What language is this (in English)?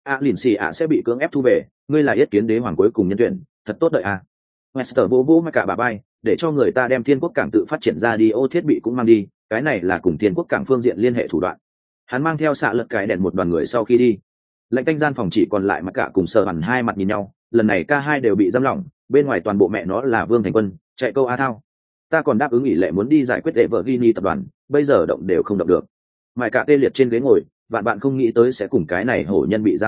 Vietnamese